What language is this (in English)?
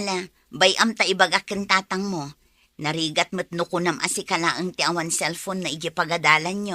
Iloko